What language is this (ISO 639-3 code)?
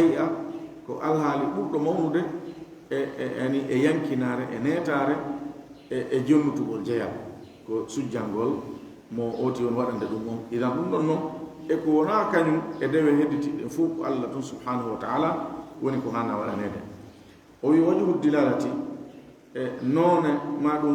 ful